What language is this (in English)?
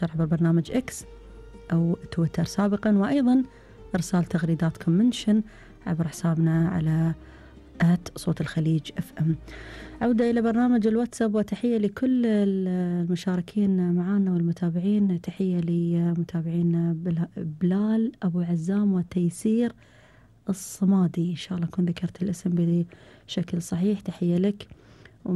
Gulf Arabic